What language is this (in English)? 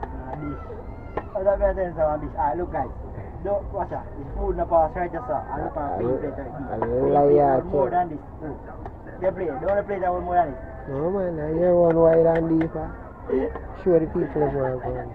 Jamaican Creole English